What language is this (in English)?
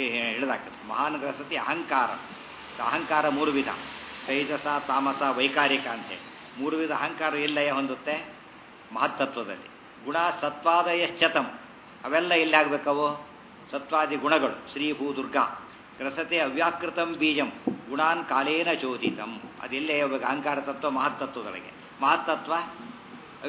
Kannada